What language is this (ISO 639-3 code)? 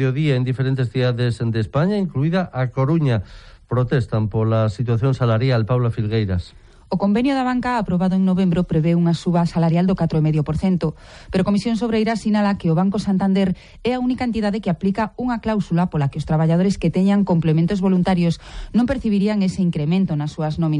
glg